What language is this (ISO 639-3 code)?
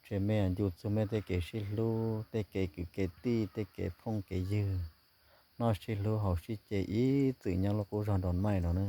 hmn